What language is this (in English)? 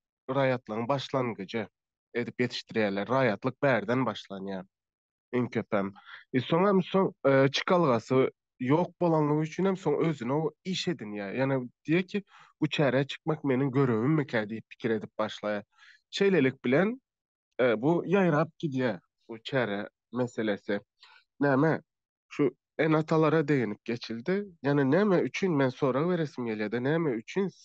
Turkmen